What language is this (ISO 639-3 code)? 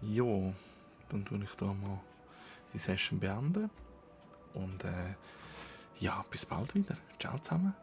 gsw